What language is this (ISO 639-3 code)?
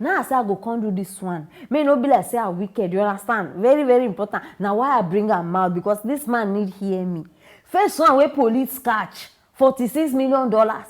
pcm